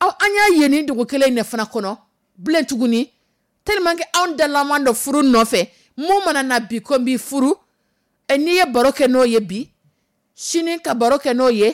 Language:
Dyula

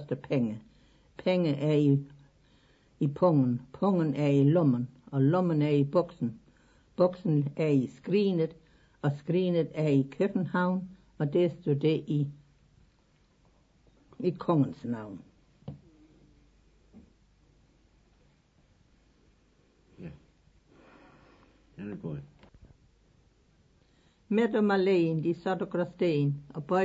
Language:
Danish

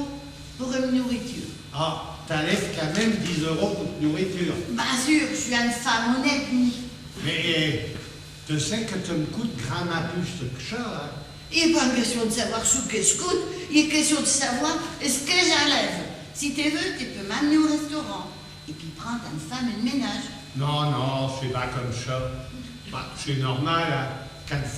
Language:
Picard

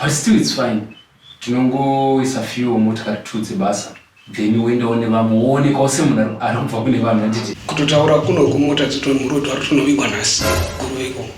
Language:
Shona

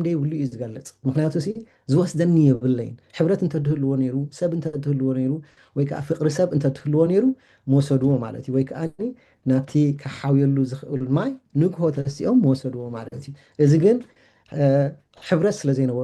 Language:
Tigrinya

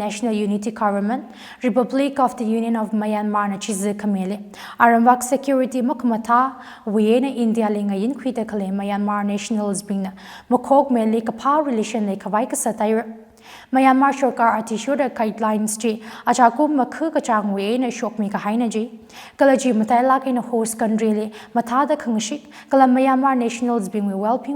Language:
Tangkhul Naga (India)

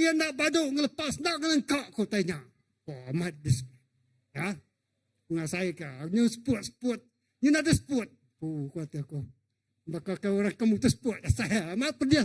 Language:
Iban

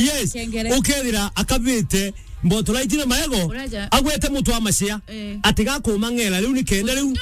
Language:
Meru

